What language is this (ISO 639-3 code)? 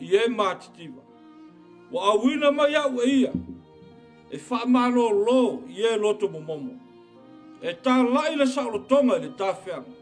smo